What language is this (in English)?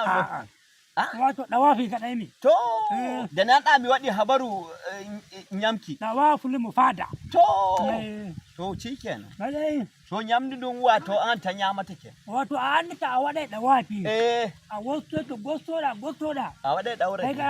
Nigerian Fulfulde